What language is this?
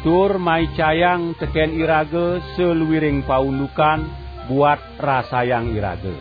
Balinese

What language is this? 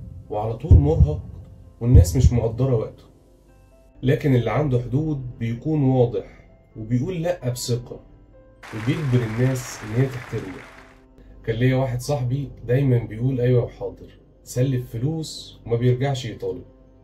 Egyptian Arabic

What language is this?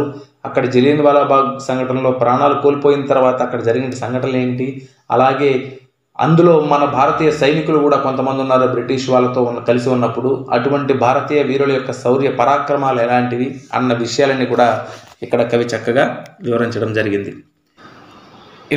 Telugu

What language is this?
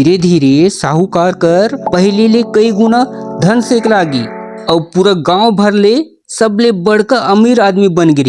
Chhattisgarhi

